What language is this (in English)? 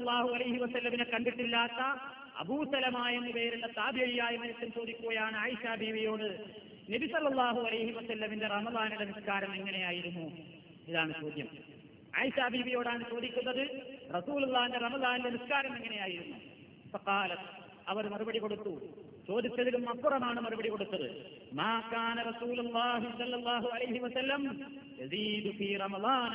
Malayalam